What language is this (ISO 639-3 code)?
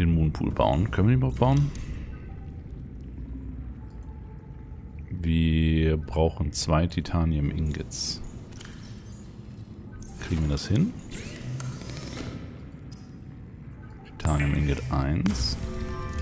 deu